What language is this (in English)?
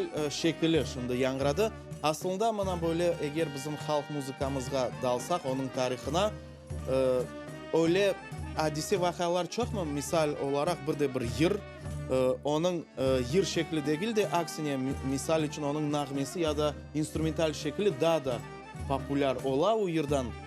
Crimean Tatar